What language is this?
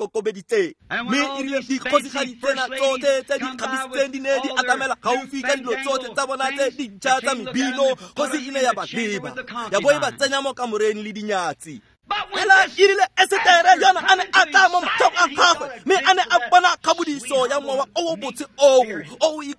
Tswana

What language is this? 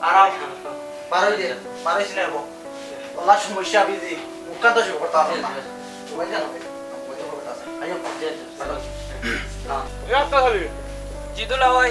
Sylheti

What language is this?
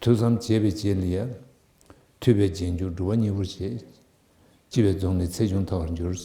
Tibetan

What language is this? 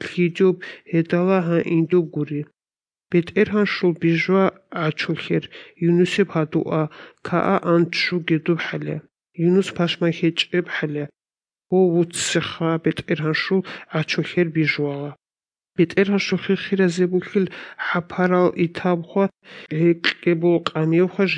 Avaric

